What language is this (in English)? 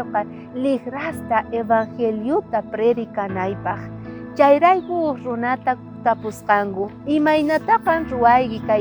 South Bolivian Quechua